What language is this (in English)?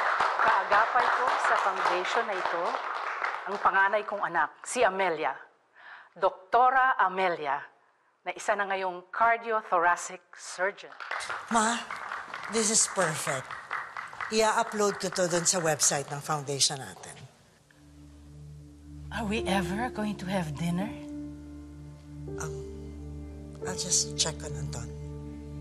Filipino